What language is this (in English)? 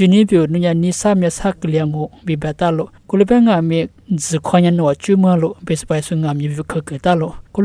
Lisu